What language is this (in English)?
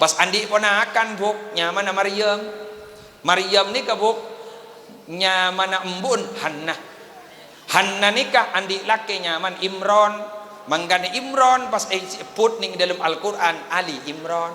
Madurese